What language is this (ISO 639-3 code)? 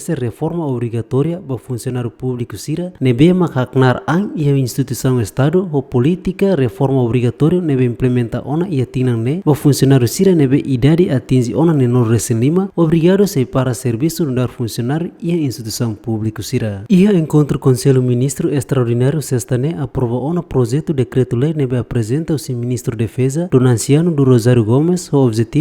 tet